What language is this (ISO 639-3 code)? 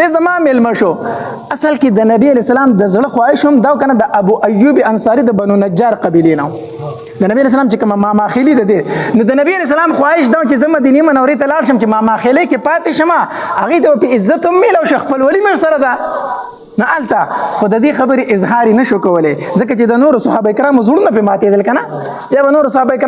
pus